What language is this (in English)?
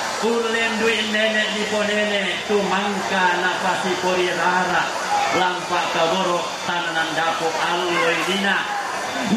Toraja-Sa'dan